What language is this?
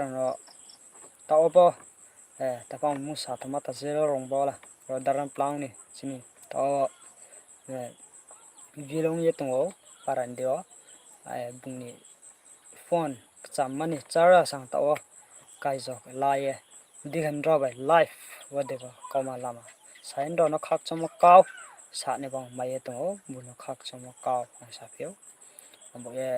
Riang (India)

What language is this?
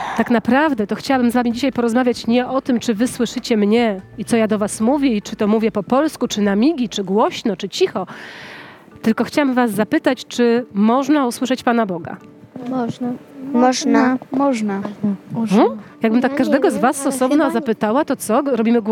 Polish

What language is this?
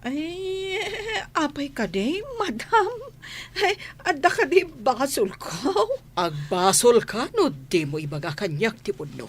Iloko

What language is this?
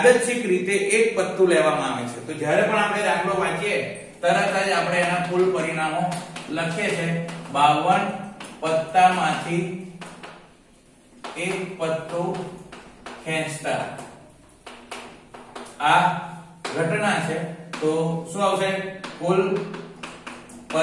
Gujarati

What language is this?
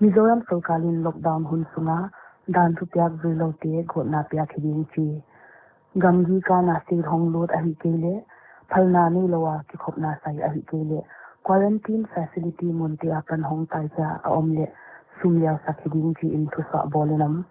Paite Chin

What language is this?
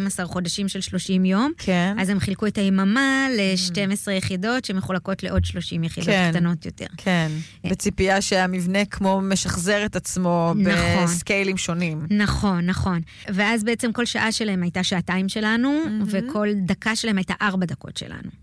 Hebrew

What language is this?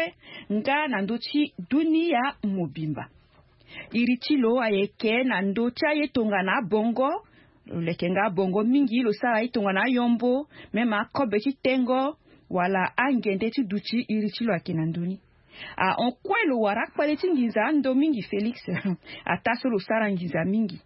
Sango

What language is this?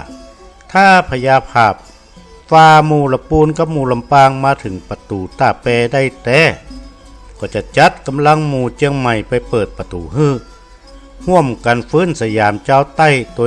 Northern Thai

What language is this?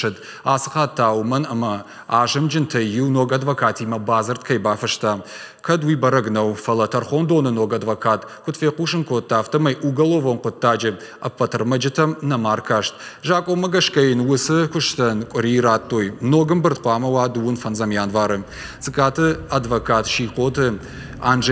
Ossetic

